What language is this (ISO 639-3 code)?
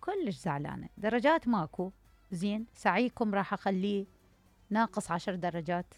acm